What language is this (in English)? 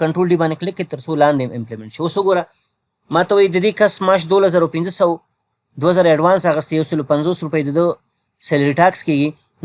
Pashto